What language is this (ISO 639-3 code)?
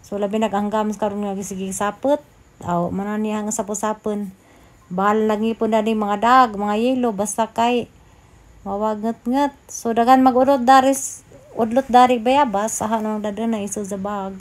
ceb